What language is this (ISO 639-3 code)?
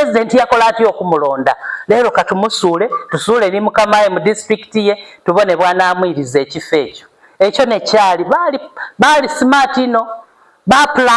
xog